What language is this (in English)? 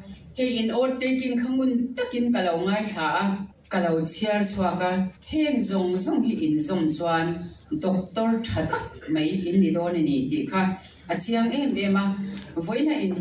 Mizo